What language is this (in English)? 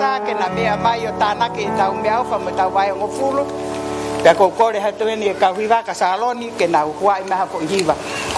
Tongan